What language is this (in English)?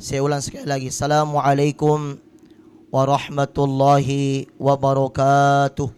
Buginese